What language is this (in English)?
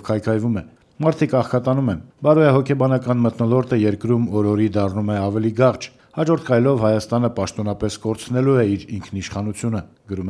Armenian